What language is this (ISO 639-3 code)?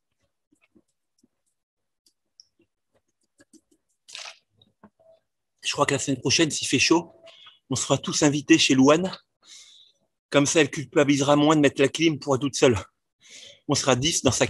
fra